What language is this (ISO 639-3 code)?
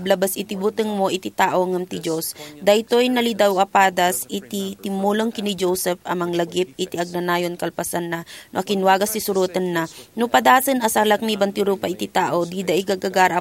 ilo